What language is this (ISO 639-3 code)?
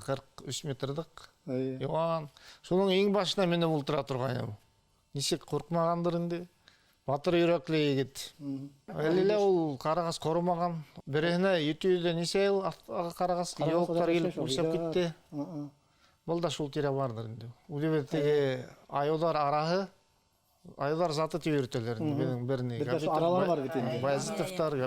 bak